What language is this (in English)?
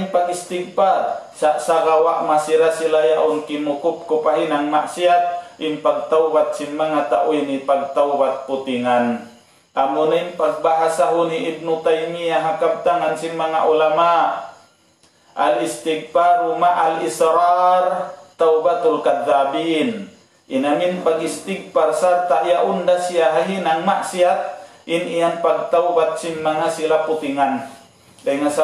Tausug